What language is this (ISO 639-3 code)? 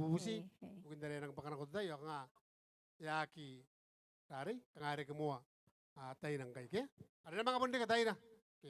gil